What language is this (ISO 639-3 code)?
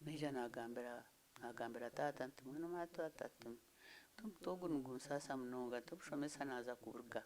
nyn